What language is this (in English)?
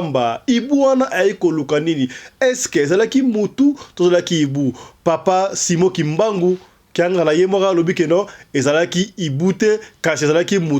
Lingala